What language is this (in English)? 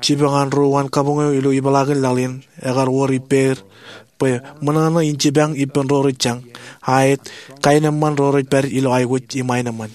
Marshallese